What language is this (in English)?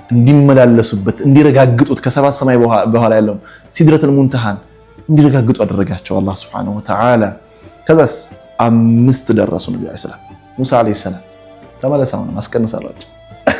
Amharic